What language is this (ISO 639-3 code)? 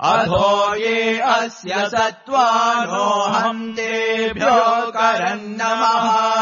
san